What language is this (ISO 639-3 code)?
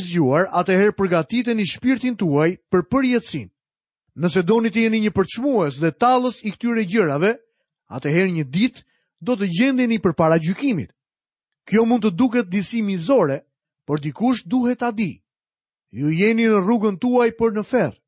sqi